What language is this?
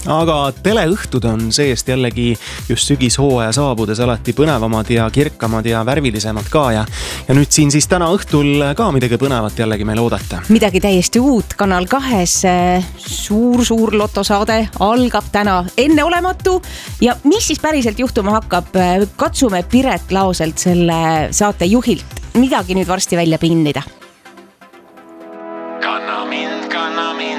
Estonian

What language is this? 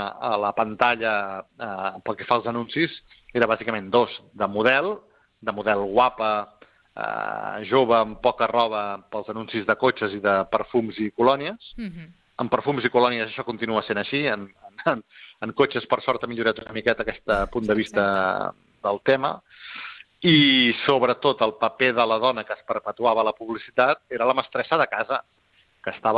Catalan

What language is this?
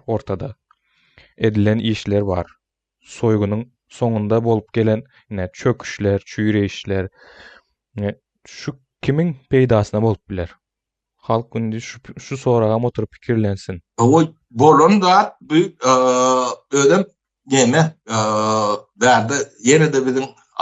Turkmen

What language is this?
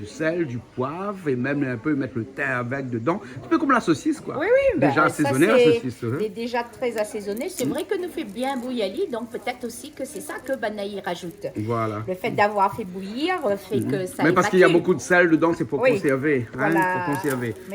Réunion Creole French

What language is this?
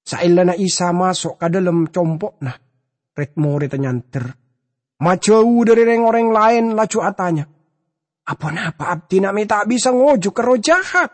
Madurese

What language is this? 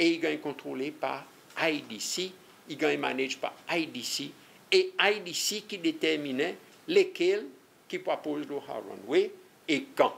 Seselwa Creole French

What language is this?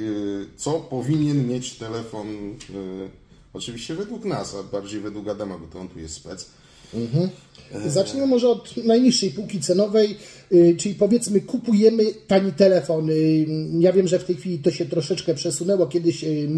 Polish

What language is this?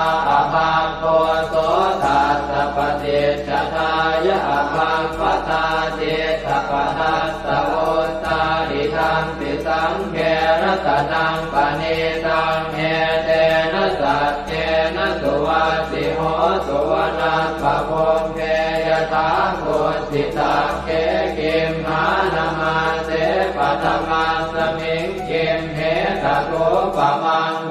Pali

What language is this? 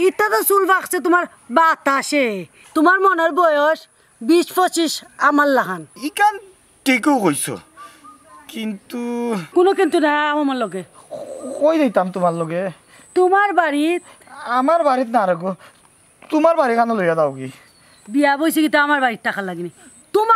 Sylheti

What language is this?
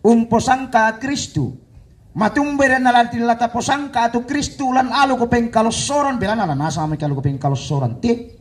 Toraja-Sa'dan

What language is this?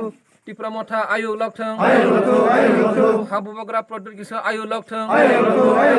Kok Borok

